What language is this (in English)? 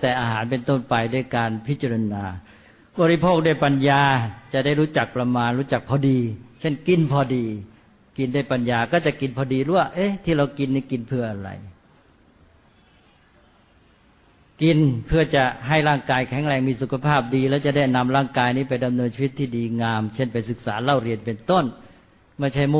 Thai